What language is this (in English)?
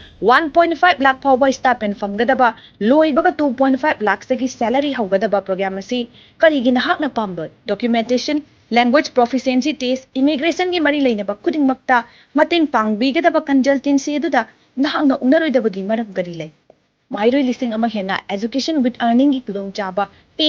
Manipuri